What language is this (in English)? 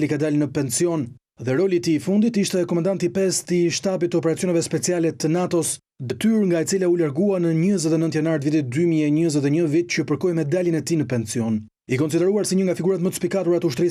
Albanian